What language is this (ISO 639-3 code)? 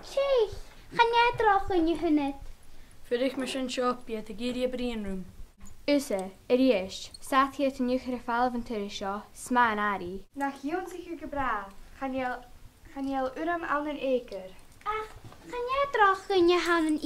gla